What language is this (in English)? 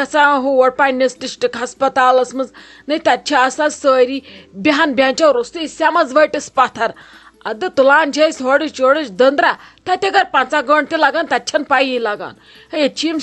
Kashmiri